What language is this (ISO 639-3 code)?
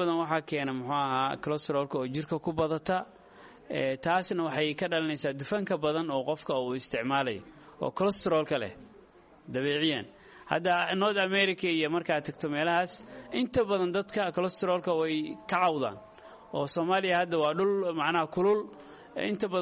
som